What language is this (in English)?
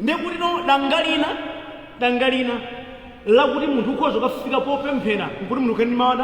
Nyanja